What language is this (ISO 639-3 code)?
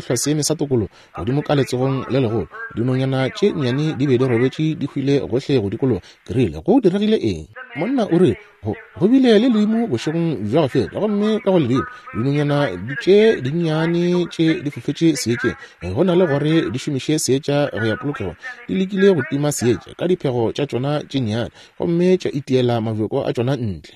nso